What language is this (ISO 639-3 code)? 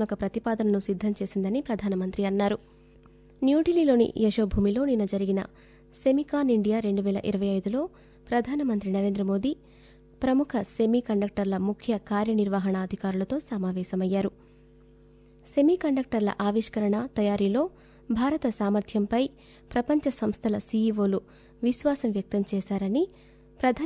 tel